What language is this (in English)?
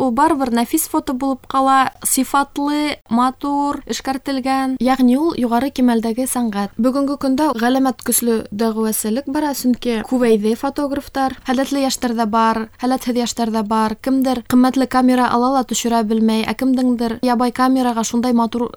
Bashkir